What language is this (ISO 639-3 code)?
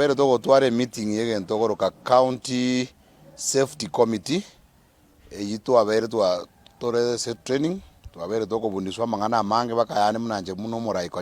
guz